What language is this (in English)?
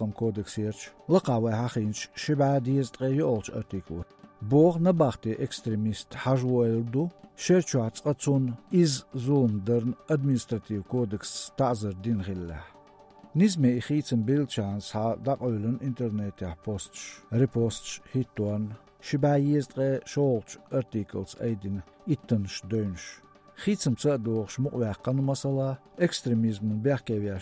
Chechen